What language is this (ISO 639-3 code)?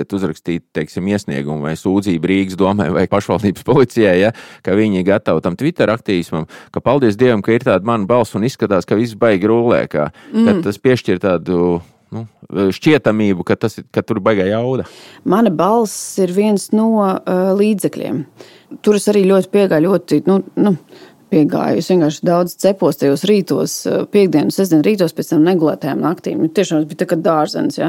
lav